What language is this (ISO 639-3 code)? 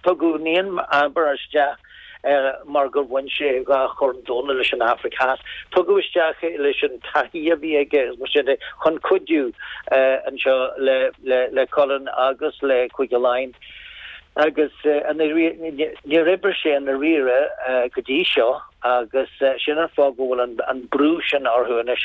gle